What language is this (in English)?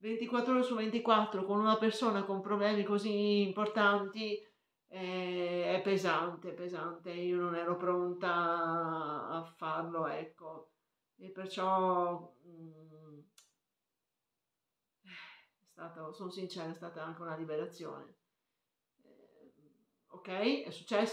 Italian